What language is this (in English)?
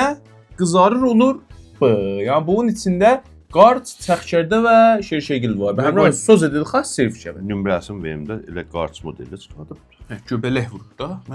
South Azerbaijani